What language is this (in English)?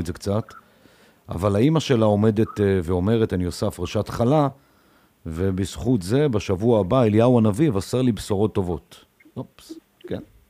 Hebrew